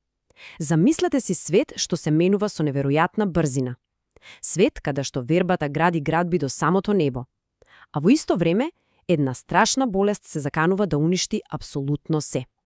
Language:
Macedonian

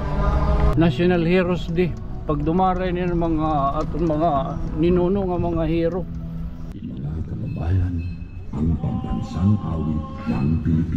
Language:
Waray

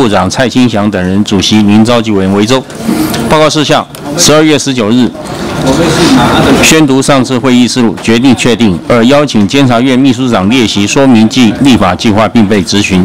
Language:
Chinese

